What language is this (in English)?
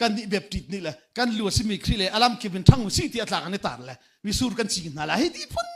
Hakha Chin